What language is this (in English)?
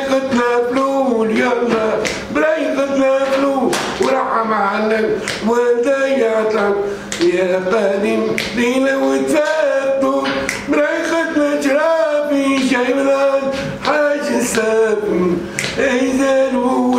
Tunisian Arabic